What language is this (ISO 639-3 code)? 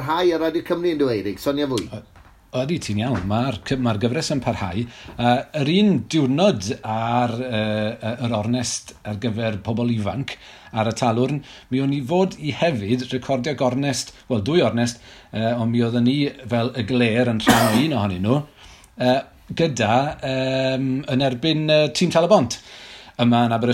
cym